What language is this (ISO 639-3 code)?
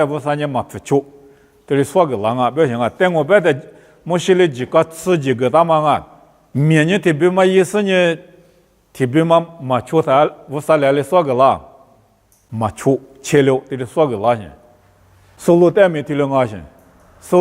lis